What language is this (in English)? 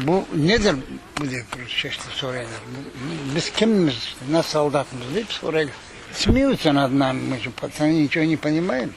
Crimean Tatar